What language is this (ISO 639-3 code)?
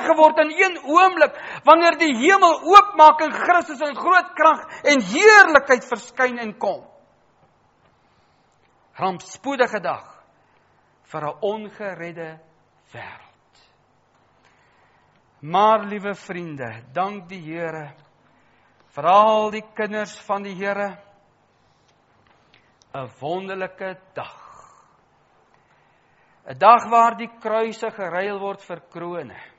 afr